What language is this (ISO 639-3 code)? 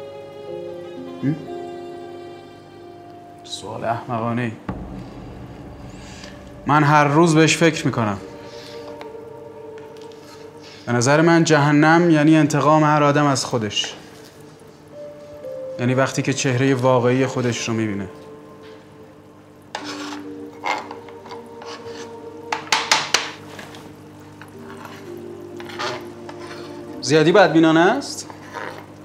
fas